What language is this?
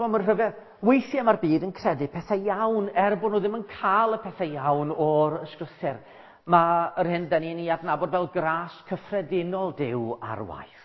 Welsh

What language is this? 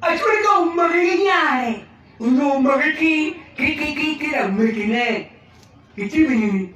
Acoli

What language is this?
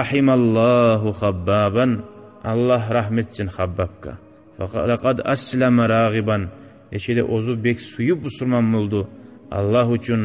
Kumyk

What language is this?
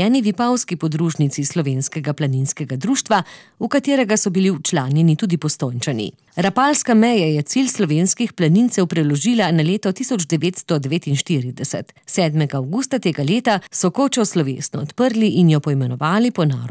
Slovenian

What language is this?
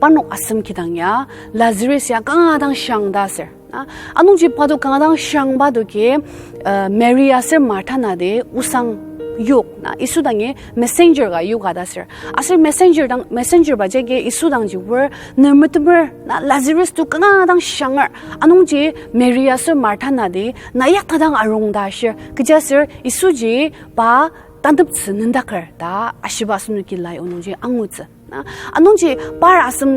Ao Naga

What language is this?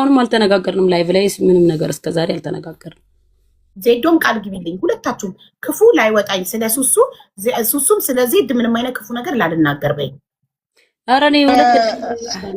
Amharic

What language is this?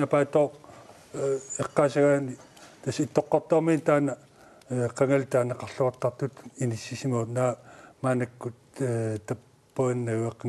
Kalaallisut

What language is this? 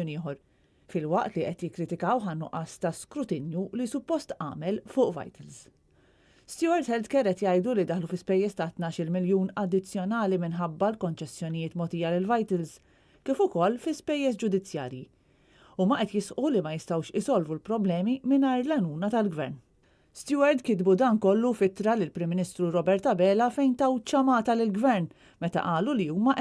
Maltese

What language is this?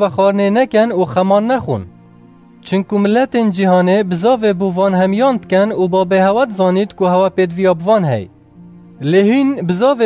Kurdish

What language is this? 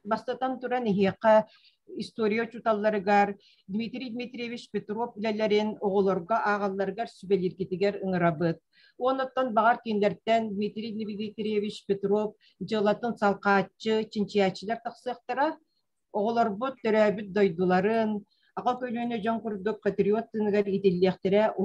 Yakut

